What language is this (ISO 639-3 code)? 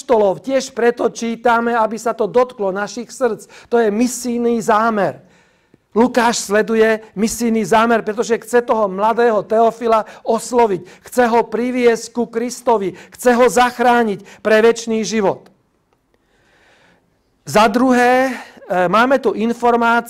slk